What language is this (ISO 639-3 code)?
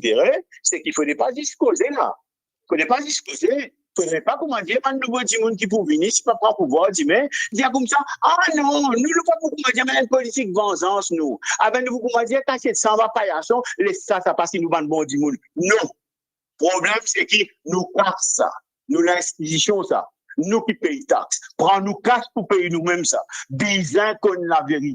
mfe